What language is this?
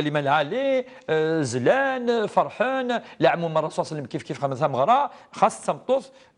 Kabyle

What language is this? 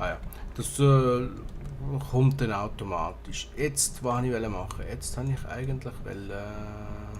Swiss German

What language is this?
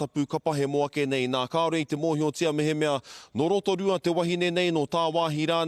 Māori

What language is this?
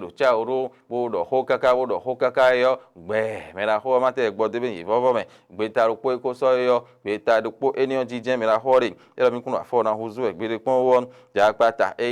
Fon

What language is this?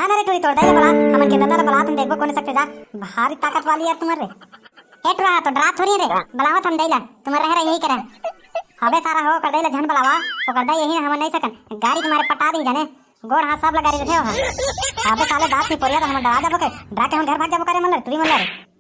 Chhattisgarhi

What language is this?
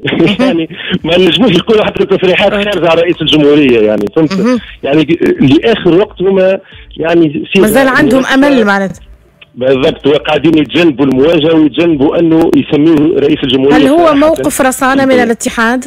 Tunisian Arabic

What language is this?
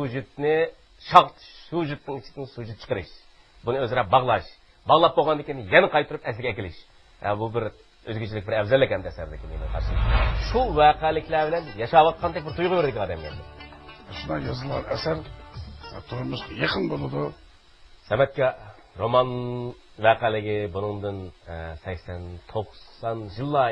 Uyghur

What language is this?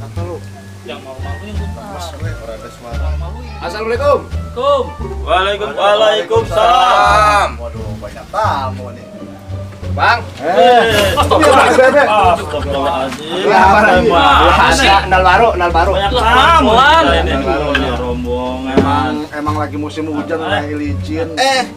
Betawi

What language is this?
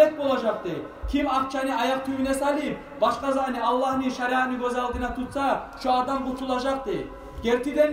Kumyk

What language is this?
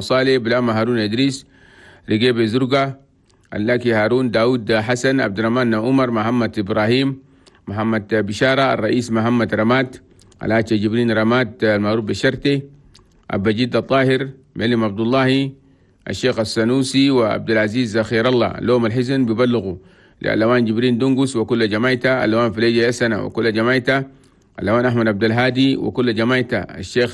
Chadian Arabic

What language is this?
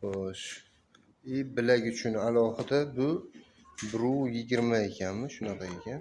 Uzbek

